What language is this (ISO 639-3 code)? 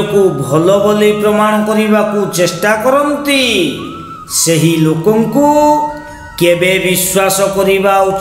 ori